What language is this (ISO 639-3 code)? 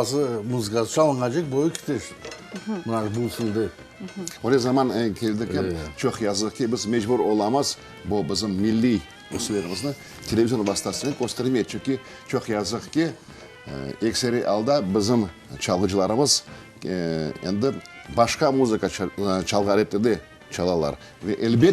crh